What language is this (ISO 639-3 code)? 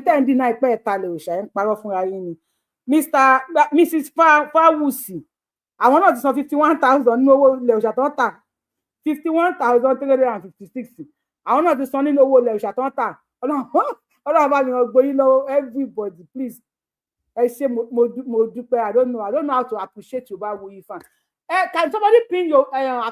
yor